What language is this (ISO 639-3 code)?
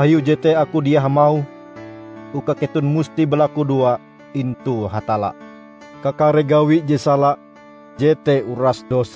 nij